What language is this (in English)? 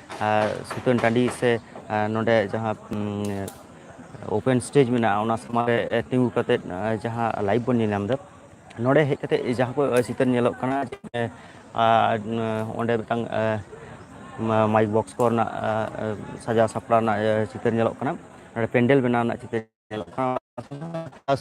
Santali